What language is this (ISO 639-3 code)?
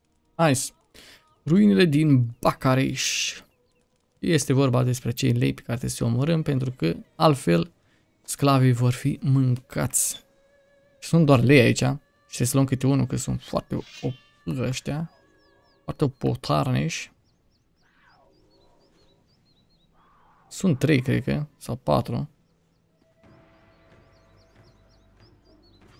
ron